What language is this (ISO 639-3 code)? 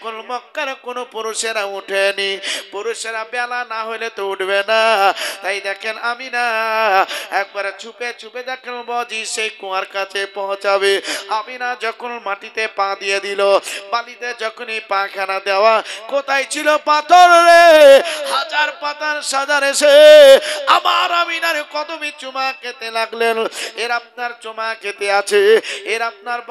ben